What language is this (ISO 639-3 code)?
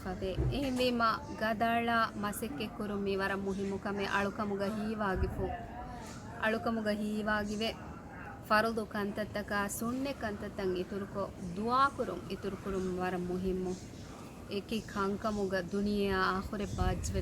div